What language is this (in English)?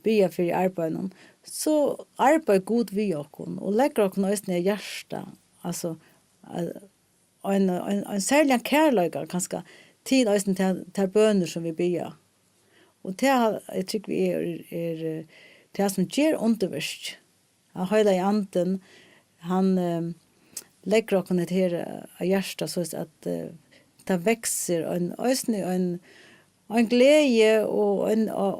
Faroese